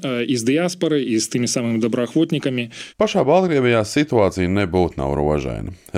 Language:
Latvian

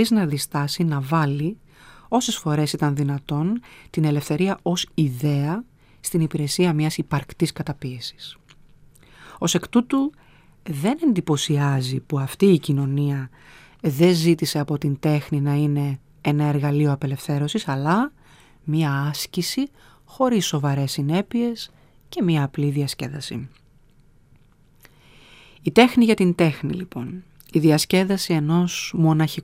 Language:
Greek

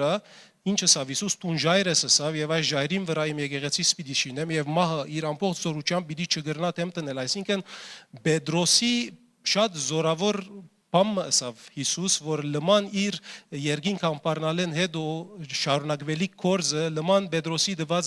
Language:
Western Armenian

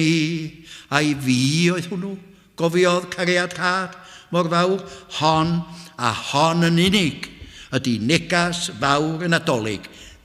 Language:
Welsh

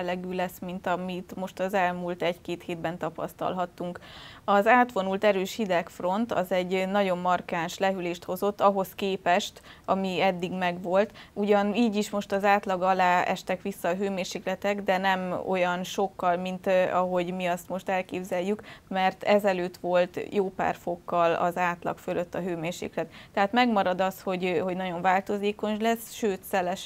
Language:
Hungarian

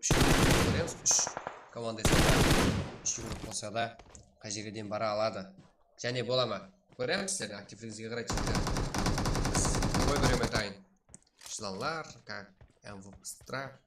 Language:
Kara-Kalpak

